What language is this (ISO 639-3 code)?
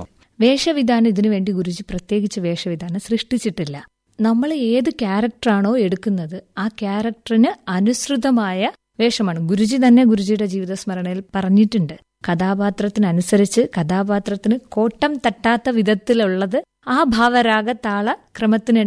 mal